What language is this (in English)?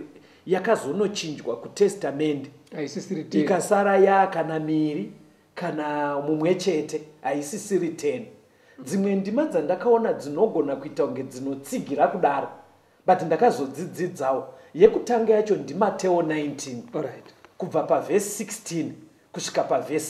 Shona